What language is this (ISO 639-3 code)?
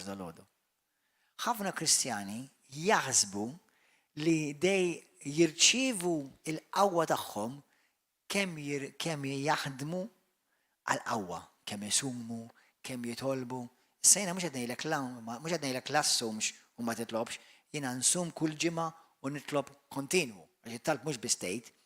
mlt